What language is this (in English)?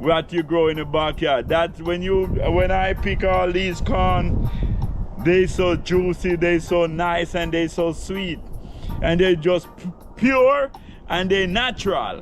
Jamaican Creole English